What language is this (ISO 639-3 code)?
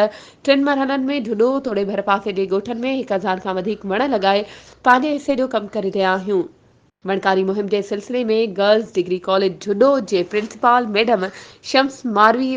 snd